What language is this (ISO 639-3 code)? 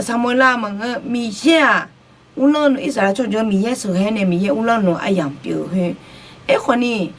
ahk